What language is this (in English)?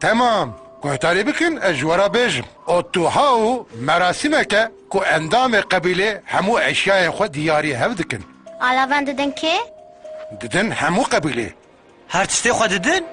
Kurdish